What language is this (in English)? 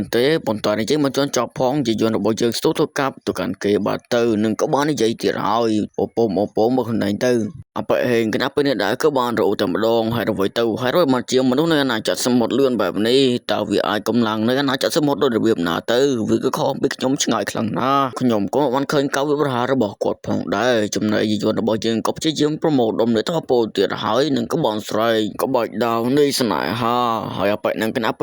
Khmer